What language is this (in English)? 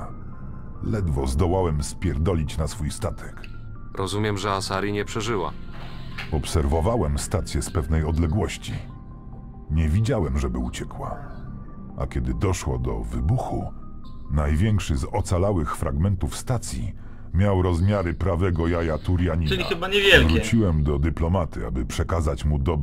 Polish